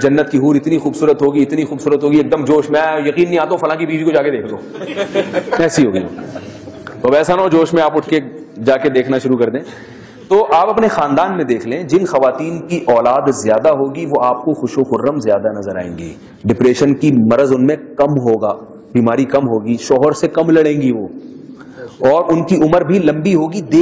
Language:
Urdu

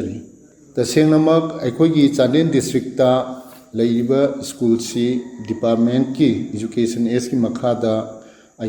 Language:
Manipuri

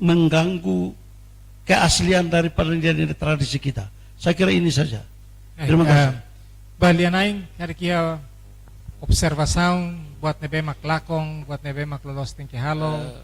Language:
Tetum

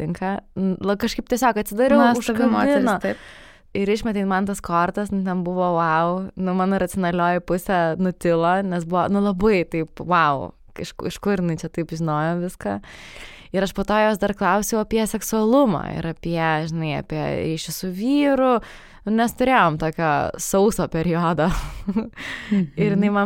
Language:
Lithuanian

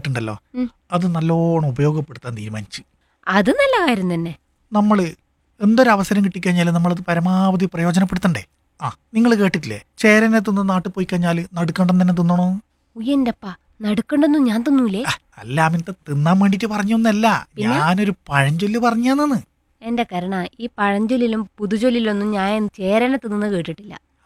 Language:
Malayalam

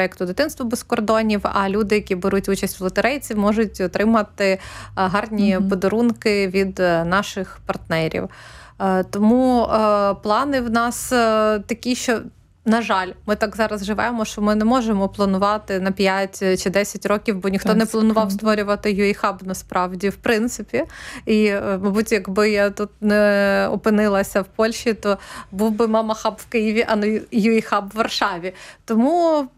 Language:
Ukrainian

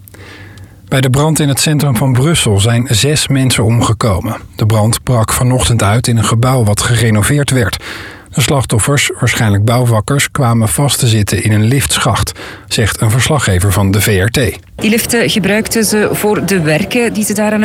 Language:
Dutch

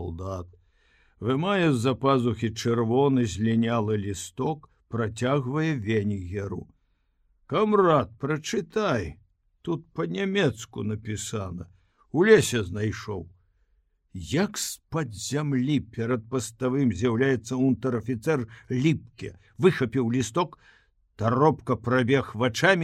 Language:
Belarusian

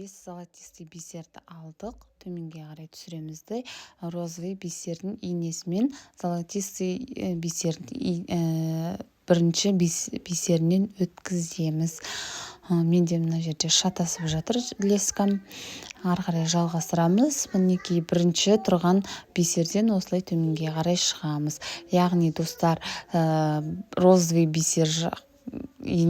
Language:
Kazakh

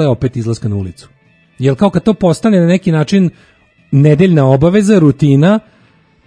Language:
Serbian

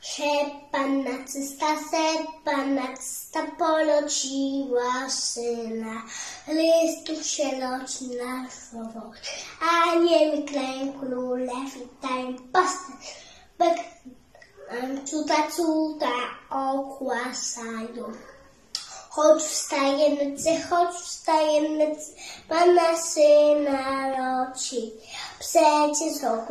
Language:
Polish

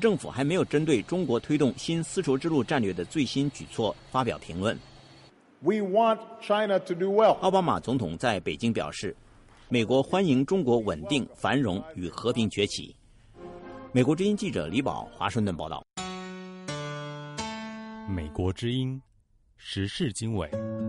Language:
Chinese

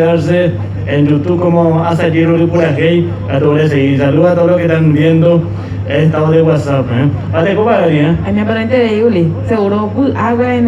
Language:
Guarani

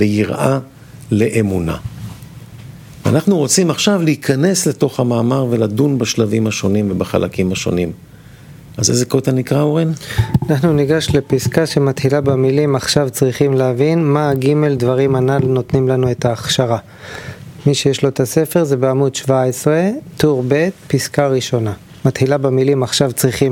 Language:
Hebrew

